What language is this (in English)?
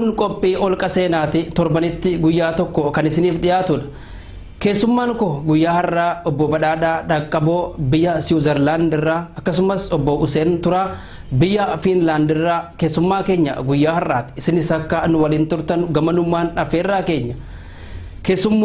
Oromo